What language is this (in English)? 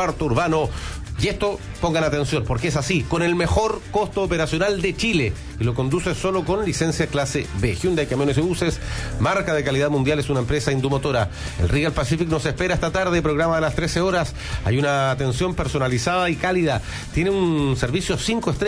Spanish